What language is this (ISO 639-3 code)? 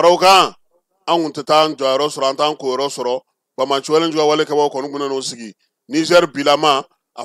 bam